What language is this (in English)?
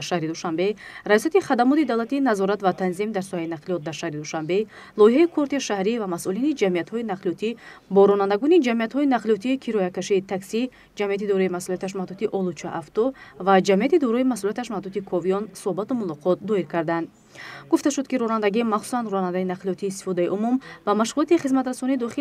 Tajik